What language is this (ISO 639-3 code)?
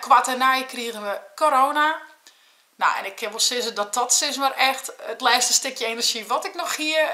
fry